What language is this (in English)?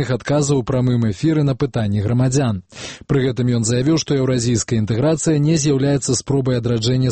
Belarusian